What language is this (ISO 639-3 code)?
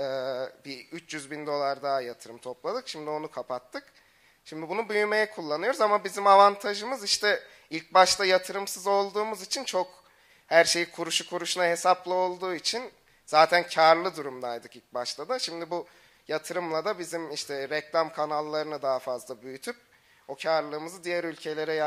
tur